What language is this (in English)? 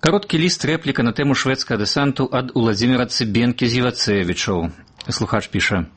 Belarusian